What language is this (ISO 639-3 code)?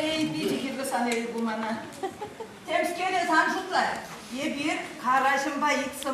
chv